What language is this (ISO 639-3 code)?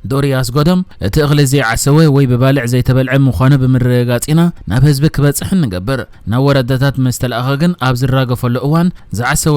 tir